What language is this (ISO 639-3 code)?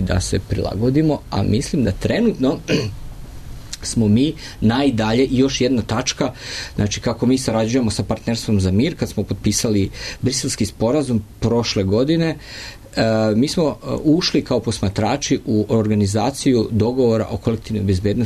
srp